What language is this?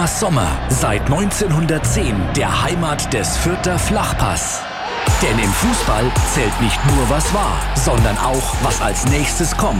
German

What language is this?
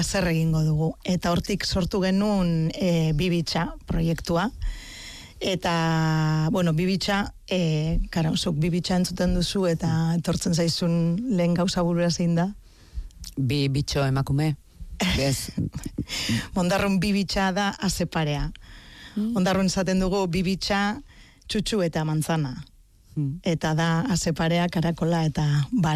Basque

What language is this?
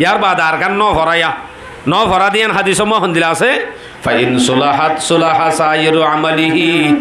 Rohingya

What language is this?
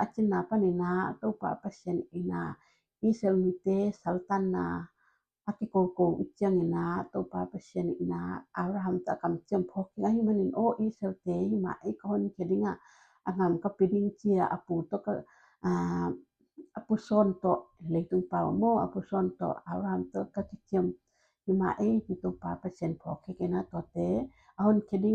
Tedim Chin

